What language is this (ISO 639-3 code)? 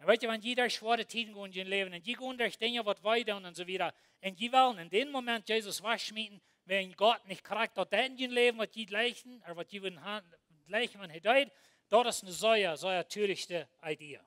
pdt